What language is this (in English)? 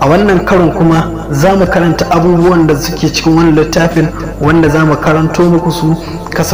Hausa